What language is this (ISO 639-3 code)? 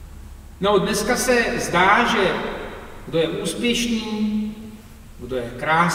ces